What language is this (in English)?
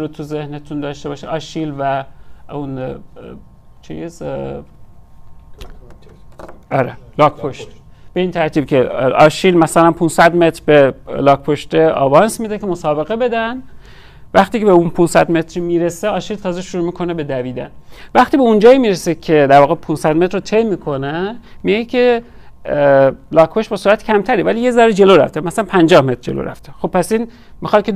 Persian